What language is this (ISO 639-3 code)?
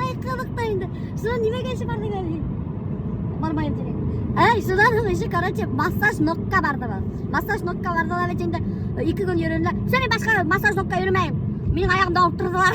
bak